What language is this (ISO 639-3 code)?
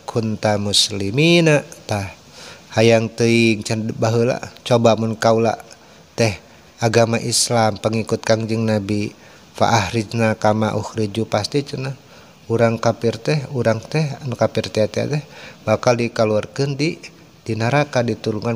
sun